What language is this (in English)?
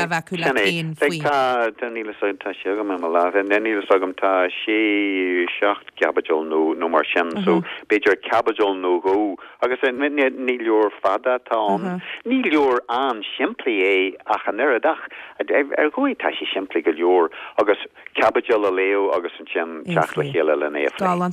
Irish